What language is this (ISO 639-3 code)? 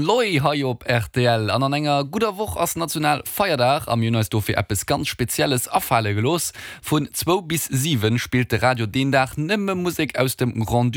ltz